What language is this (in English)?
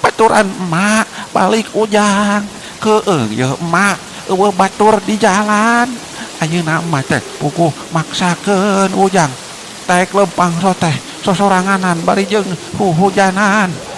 Sundanese